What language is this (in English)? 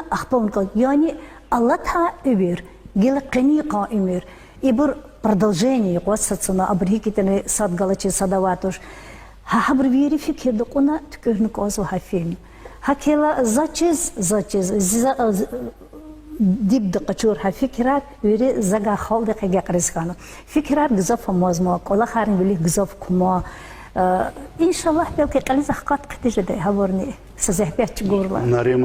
Lezghian